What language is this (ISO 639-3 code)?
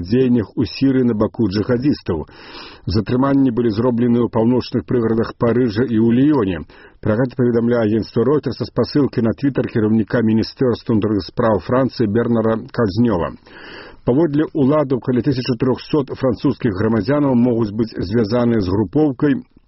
bel